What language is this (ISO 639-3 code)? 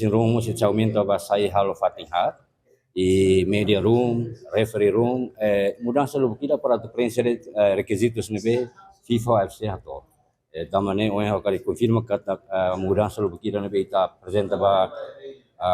tet